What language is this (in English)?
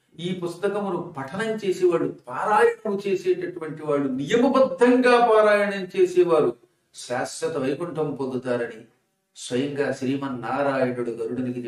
Telugu